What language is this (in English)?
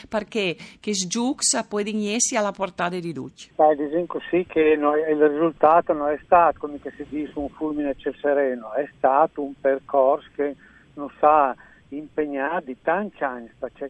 Friulian